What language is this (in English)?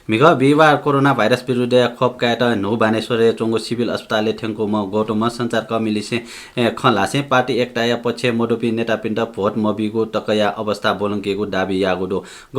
Newari